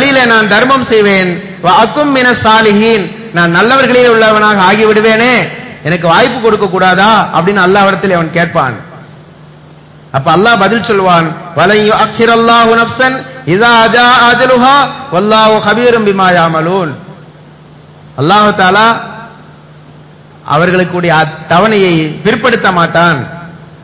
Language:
Tamil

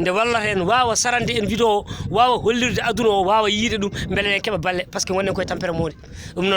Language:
Fula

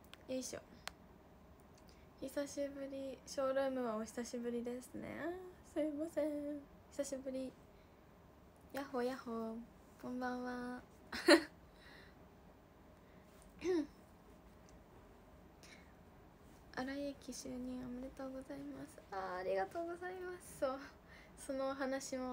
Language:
Japanese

